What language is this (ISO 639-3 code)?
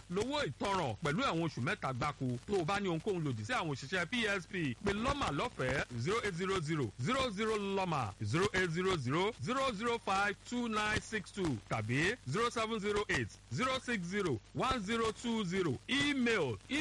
yor